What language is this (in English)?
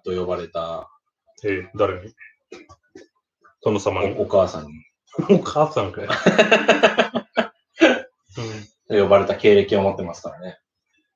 Japanese